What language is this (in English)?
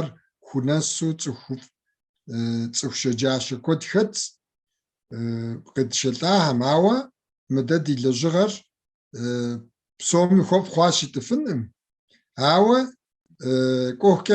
Kabardian